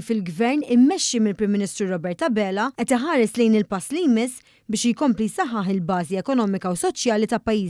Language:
Maltese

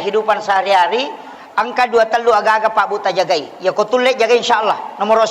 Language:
Buginese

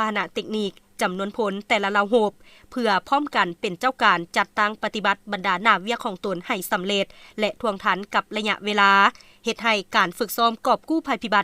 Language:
Lao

